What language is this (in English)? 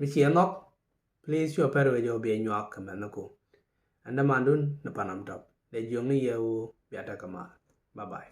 Nuer